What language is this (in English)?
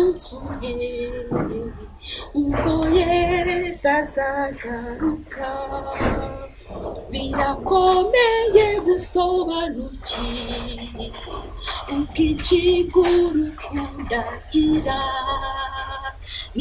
Kinyarwanda